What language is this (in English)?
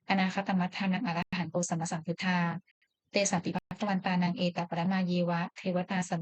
Pali